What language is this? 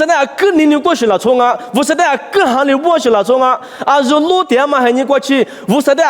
Lisu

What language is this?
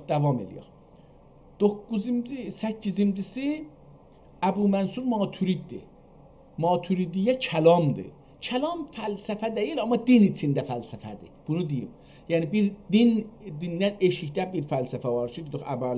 South Azerbaijani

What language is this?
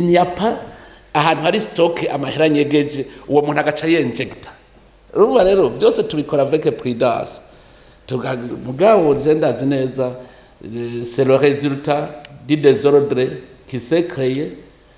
Rundi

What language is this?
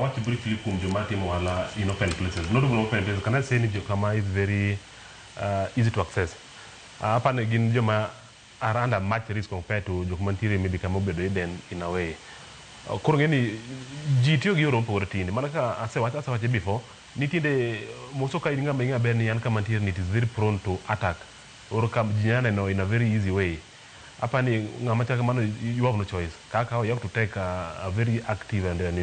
Luo (Kenya and Tanzania)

